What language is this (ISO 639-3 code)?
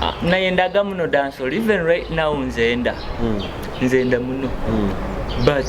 nyo